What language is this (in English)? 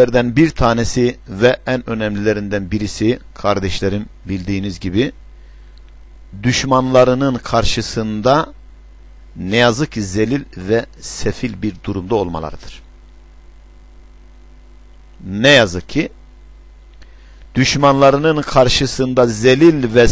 Turkish